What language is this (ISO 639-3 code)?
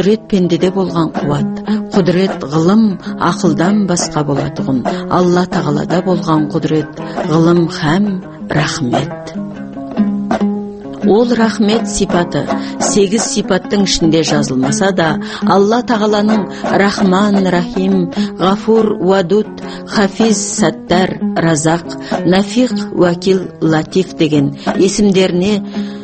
kaz